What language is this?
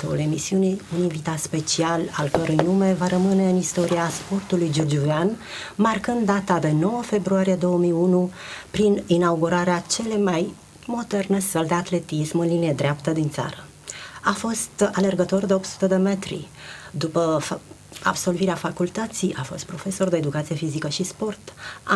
Romanian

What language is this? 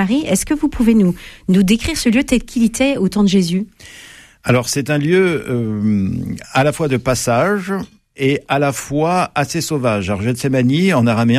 French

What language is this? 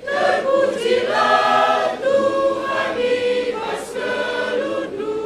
Batak Karo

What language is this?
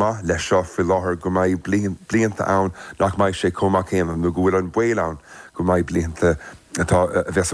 Irish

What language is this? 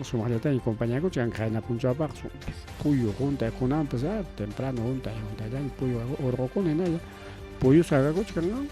Ayacucho Quechua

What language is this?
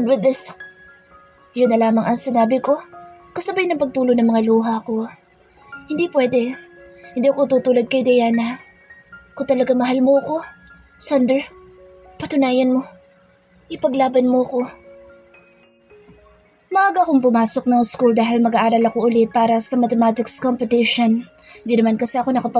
Filipino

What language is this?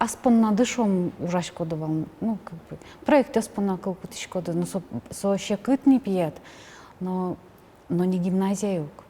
Udmurt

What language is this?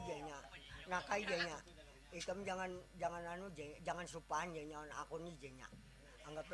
Banjar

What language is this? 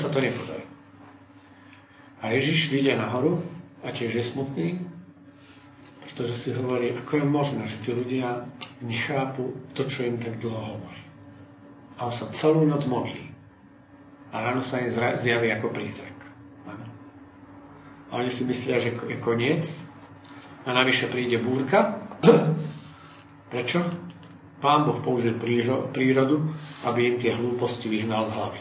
Slovak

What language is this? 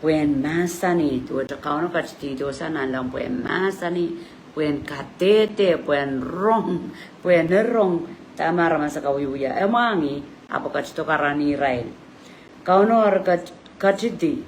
Pohnpeian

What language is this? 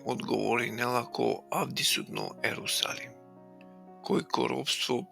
Balkan Romani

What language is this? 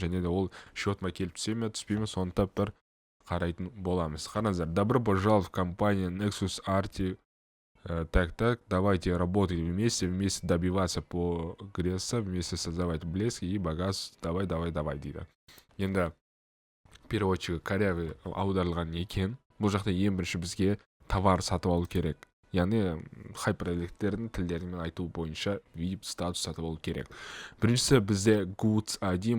Kazakh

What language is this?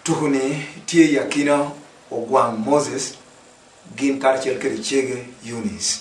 Lango (Uganda)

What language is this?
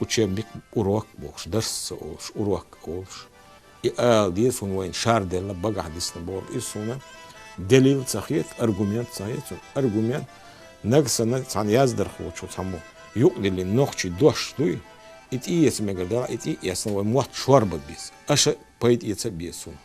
Chechen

